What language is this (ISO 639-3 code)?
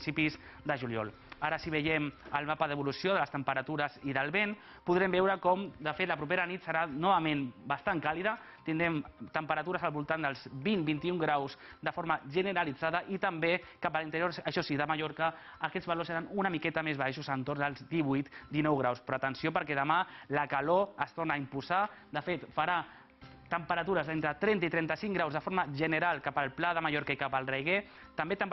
cat